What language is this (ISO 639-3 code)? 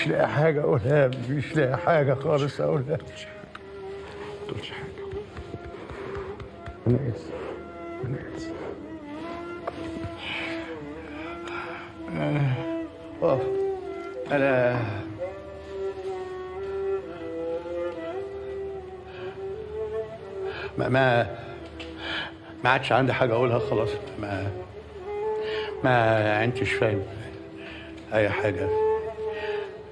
arz